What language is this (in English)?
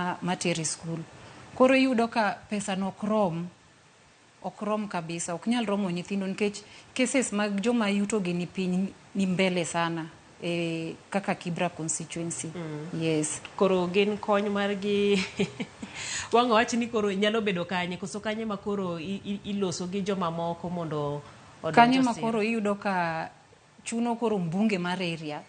Luo (Kenya and Tanzania)